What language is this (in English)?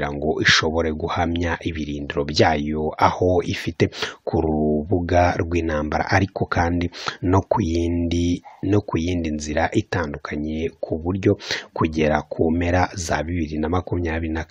Kinyarwanda